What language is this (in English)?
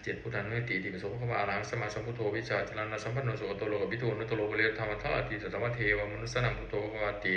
Pali